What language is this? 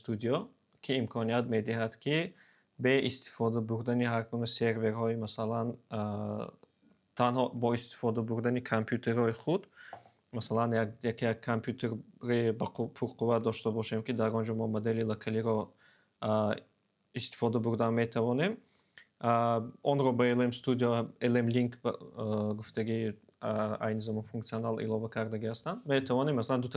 Tajik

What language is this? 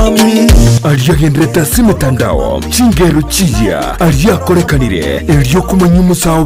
Gusii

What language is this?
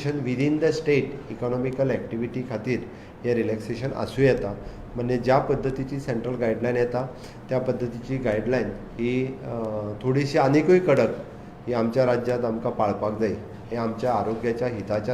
Konkani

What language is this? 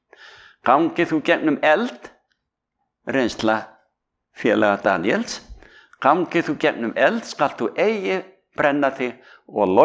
Icelandic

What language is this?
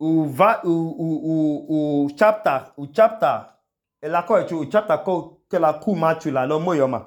Idoma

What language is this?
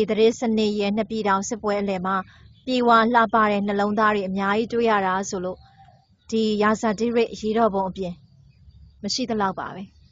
Burmese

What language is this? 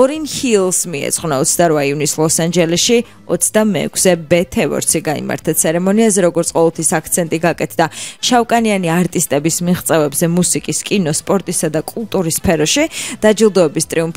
Georgian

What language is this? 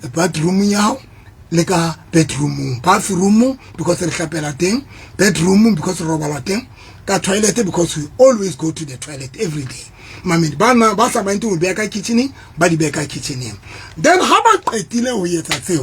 Southern Sotho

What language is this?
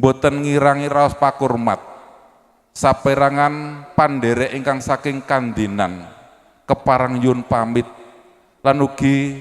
Javanese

